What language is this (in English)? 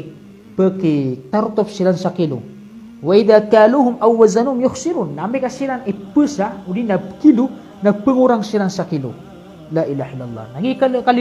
Maranao